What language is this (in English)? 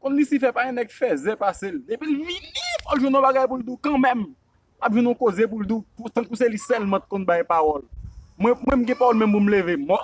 Haitian Creole